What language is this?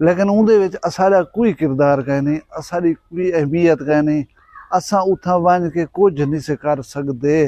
Saraiki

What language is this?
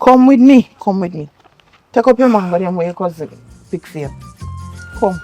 Jamaican Creole English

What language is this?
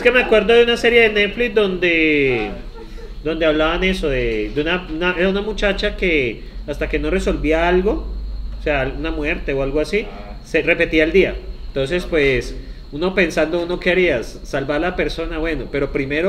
Spanish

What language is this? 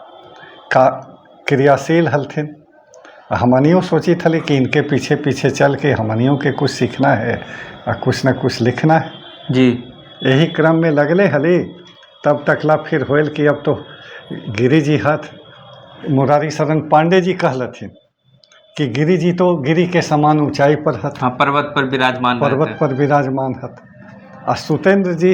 Magahi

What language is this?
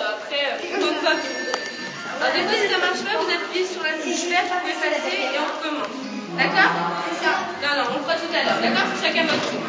French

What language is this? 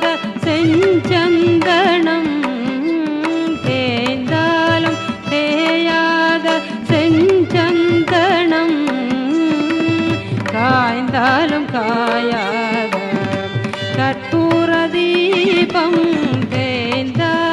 Tamil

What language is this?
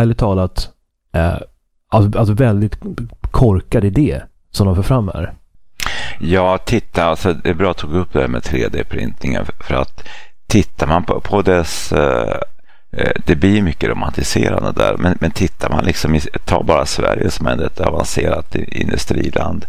Swedish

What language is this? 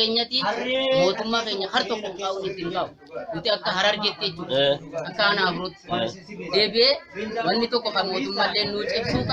Oromo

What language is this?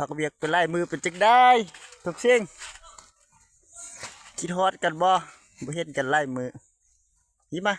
Lao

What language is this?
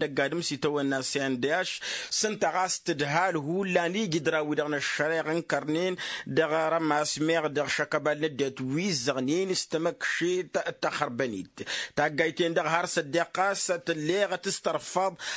Tamasheq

